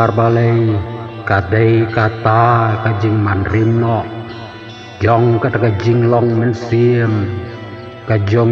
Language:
Khasi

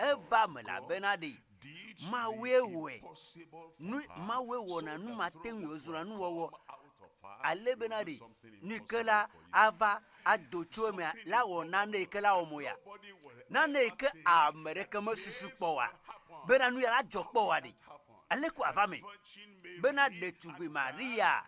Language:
Ewe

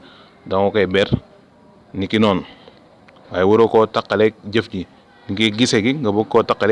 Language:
Wolof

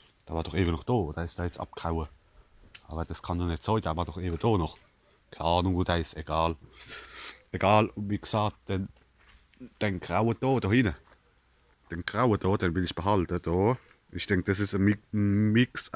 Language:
Palatine German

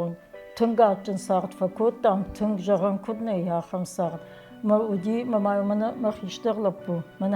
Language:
Ossetic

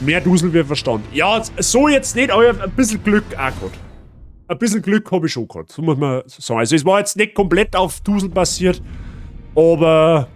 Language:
Bavarian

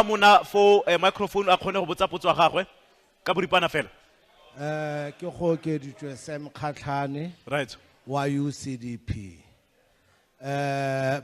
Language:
Tswana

